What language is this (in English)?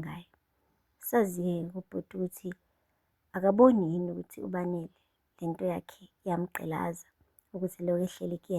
Zulu